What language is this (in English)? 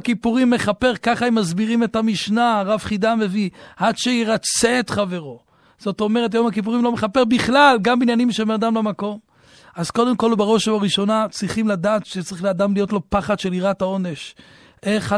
Hebrew